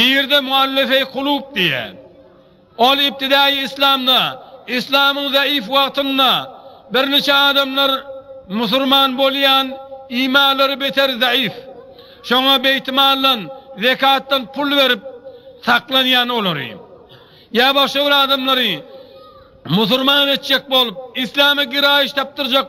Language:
Turkmen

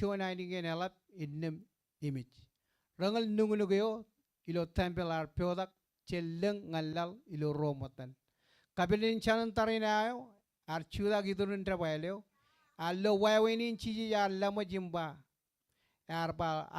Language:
Marshallese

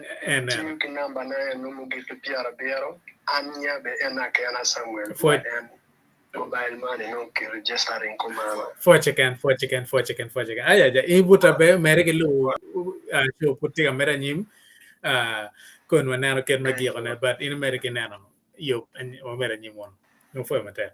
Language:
Acoli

